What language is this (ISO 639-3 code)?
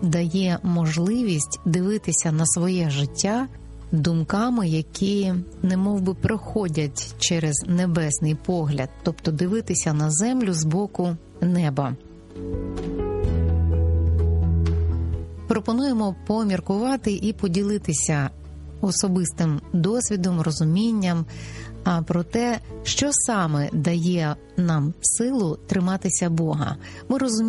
ukr